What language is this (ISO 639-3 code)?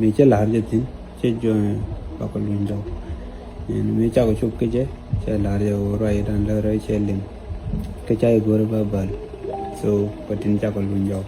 nus